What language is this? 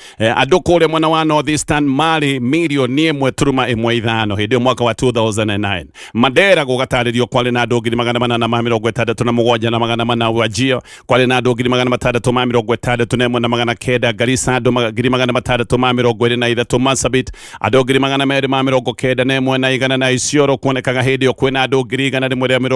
Kikuyu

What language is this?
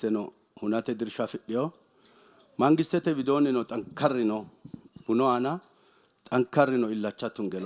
Sidamo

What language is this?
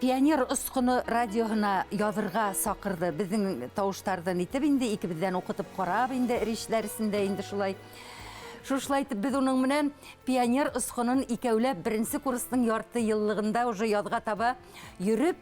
Bashkir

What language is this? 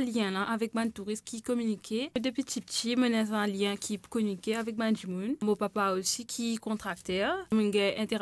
Morisyen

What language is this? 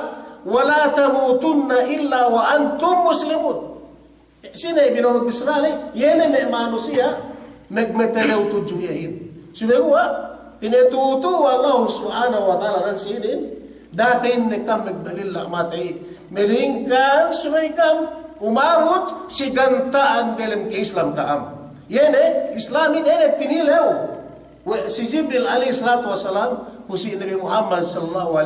Yakan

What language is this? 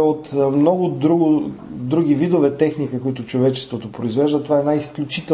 Bulgarian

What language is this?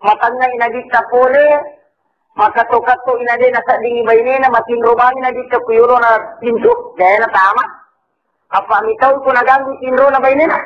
Buginese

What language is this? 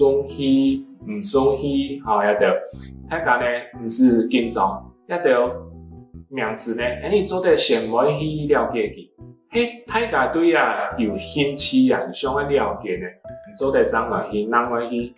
Hakka Chinese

